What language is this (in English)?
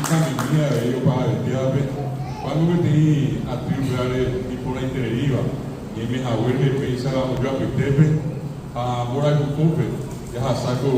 Guarani